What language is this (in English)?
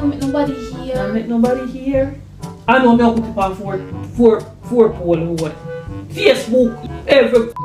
Jamaican Creole English